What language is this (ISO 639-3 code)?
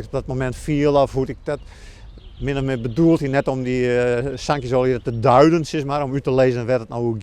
fry